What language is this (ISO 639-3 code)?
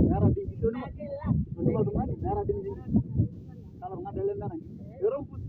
mas